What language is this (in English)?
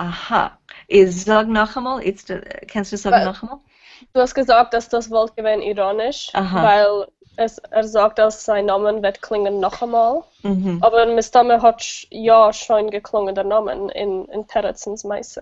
Yiddish